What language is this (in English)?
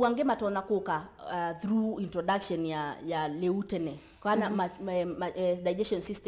Kamba